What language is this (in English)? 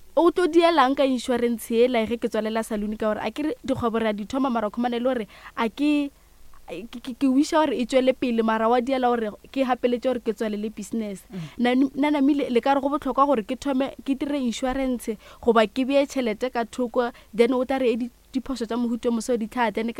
Northern Sotho